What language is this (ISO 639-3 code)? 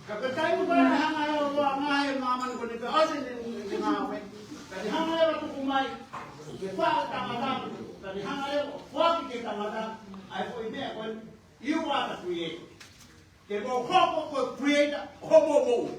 ton